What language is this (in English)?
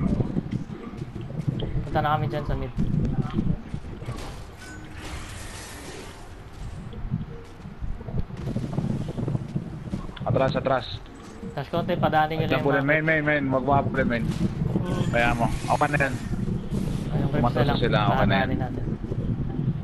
Filipino